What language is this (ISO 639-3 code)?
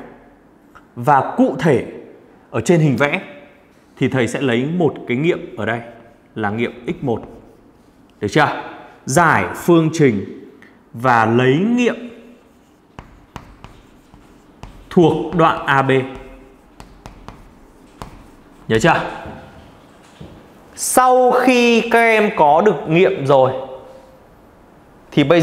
vie